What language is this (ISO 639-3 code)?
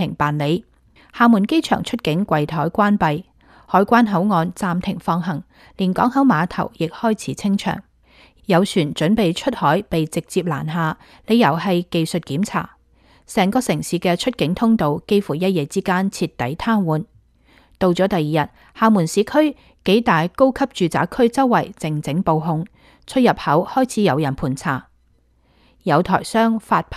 yue